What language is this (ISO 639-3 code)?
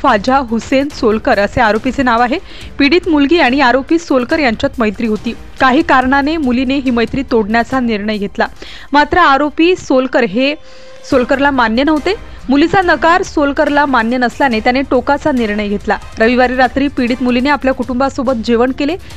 mar